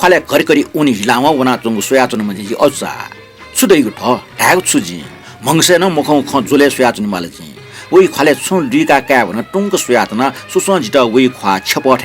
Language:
Newari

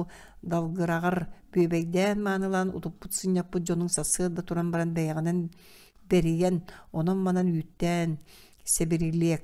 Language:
Yakut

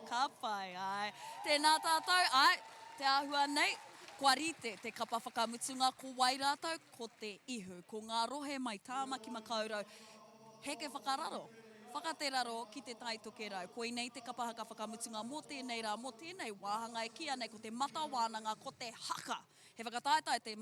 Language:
Māori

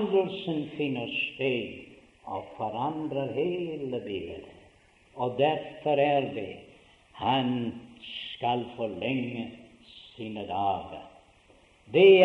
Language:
Norwegian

